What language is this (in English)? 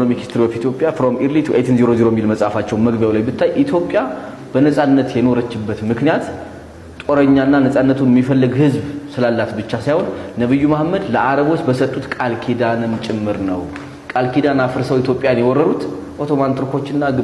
Amharic